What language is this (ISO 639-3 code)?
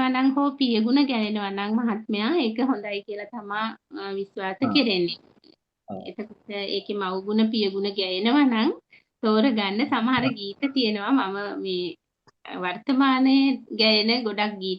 sin